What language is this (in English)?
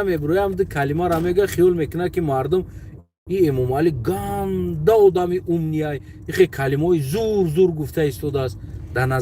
Tajik